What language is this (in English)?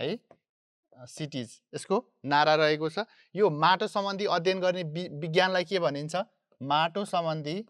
Nepali